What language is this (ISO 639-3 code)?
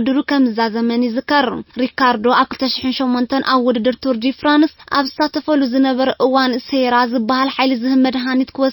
tir